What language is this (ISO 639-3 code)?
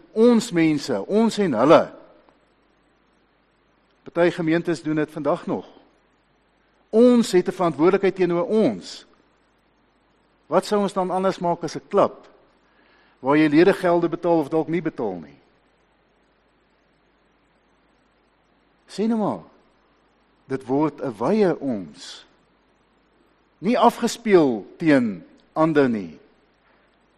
afr